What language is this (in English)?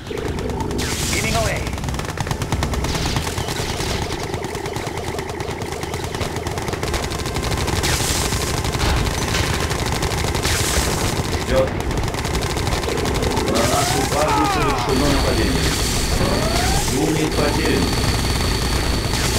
Russian